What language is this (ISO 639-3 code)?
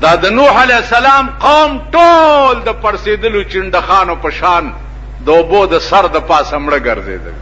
pus